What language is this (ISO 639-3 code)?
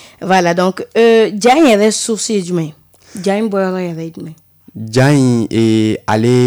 bam